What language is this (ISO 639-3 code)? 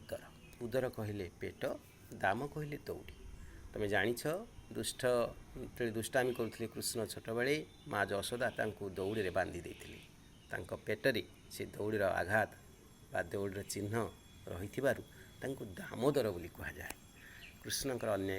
ori